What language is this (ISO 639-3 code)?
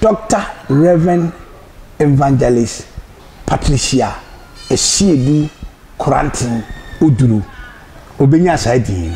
aka